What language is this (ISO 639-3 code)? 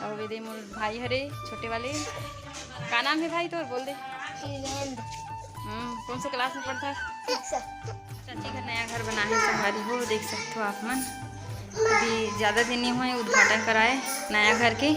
hne